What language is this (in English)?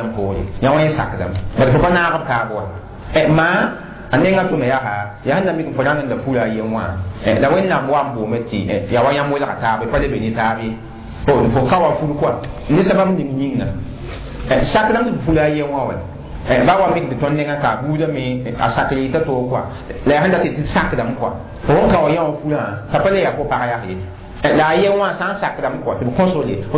Mossi